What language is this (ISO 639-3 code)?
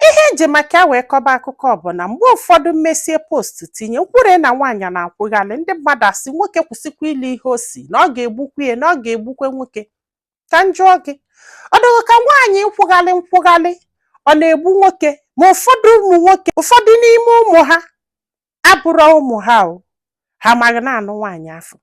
ibo